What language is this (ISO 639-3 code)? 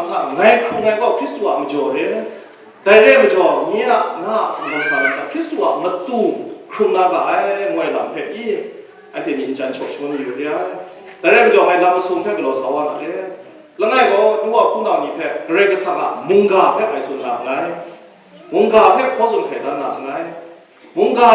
kac